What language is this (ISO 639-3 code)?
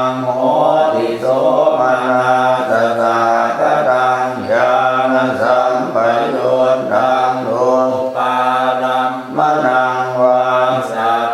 pli